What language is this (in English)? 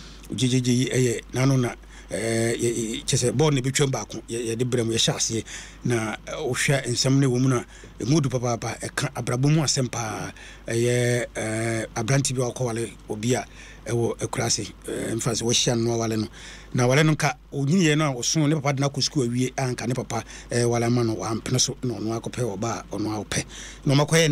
Akan